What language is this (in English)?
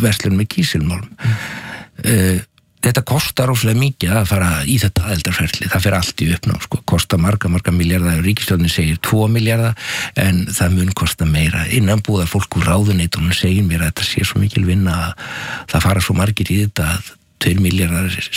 Icelandic